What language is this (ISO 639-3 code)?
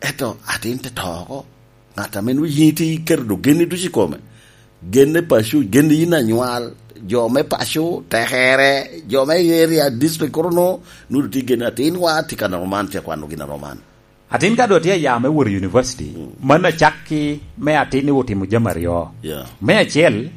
laj